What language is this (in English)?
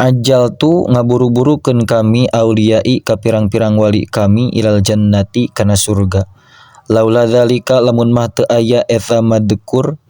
Sundanese